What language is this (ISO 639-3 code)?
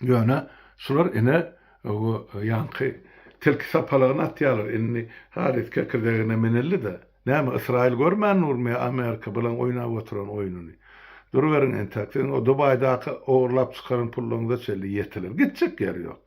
tuk